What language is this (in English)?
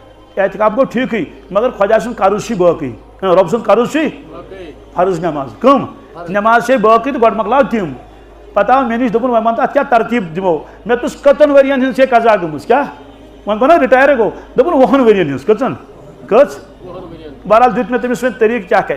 Kashmiri